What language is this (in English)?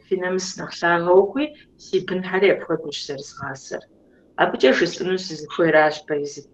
Kabardian